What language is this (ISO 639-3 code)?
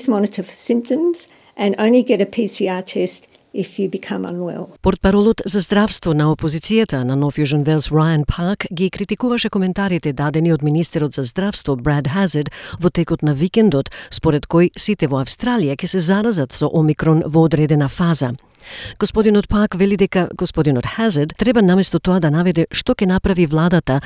mkd